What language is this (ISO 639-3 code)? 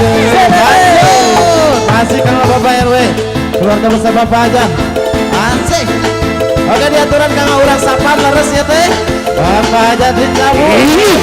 sun